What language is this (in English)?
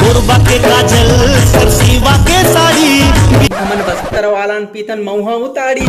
Chhattisgarhi